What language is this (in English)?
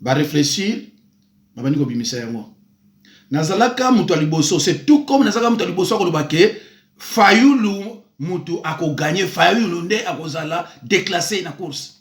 Lingala